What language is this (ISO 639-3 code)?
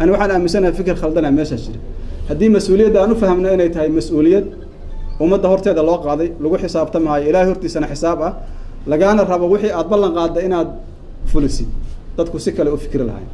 som